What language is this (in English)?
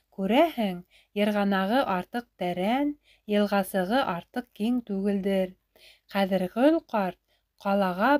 Bashkir